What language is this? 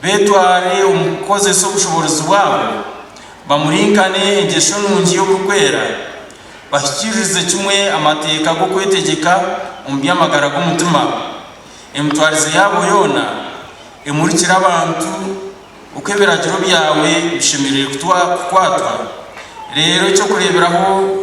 Nyankole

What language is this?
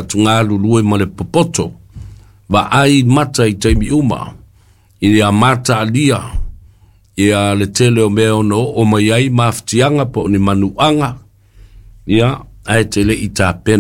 Samoan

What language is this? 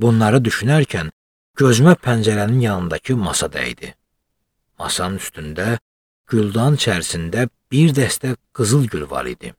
Azerbaijani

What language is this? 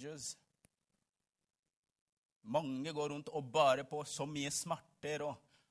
Norwegian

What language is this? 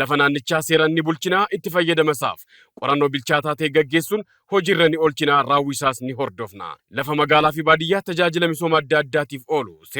Oromo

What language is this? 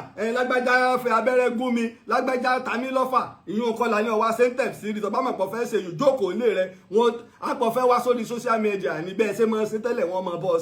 Yoruba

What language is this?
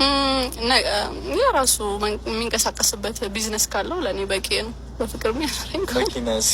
Amharic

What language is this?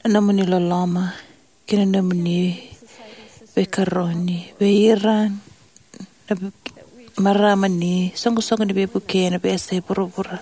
Fijian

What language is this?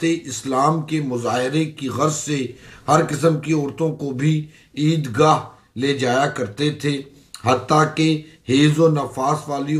Urdu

